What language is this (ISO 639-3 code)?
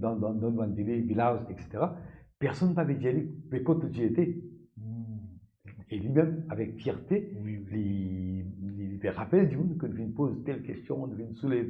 mfe